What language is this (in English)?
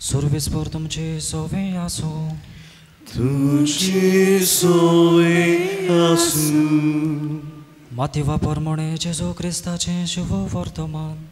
Konkani